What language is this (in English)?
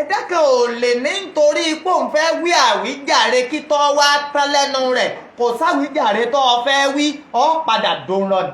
Yoruba